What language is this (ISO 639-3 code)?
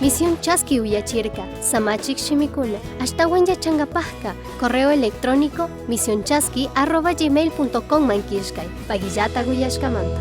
qug